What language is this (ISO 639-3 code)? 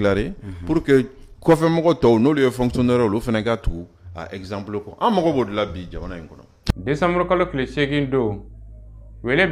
bam